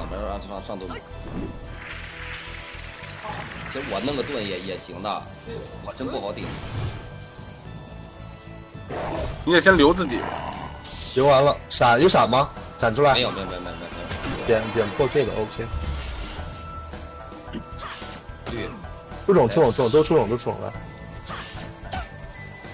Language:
Chinese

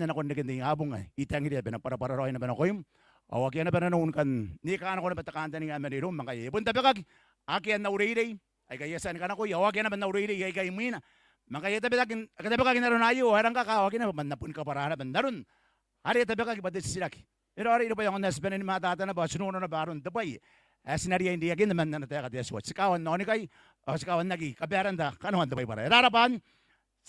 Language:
Gilbertese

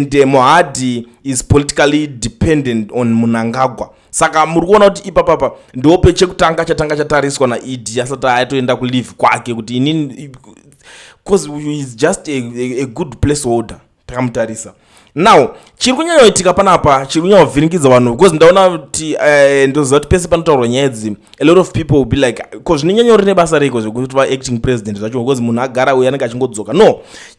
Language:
Shona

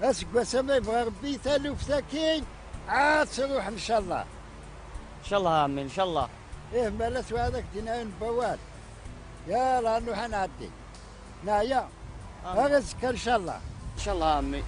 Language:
Kabyle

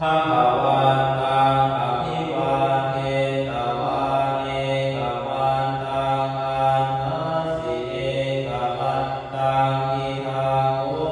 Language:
Pali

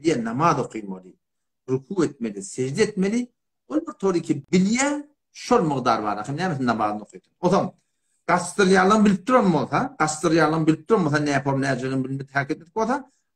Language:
Turkmen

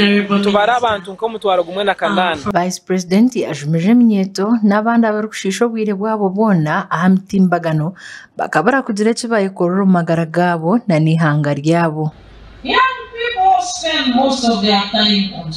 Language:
Nyankole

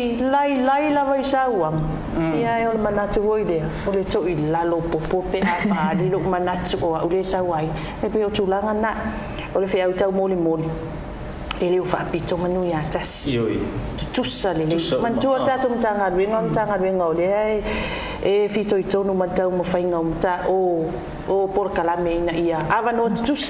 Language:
Samoan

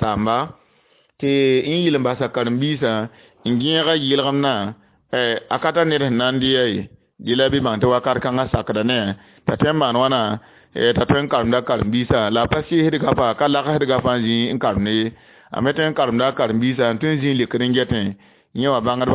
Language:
Mossi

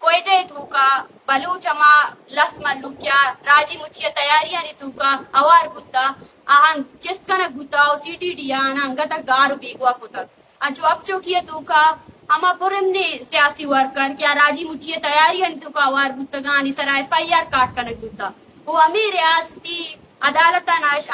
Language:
Eastern Balochi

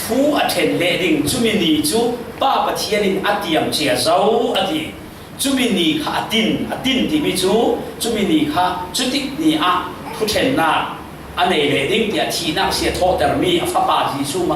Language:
Falam Chin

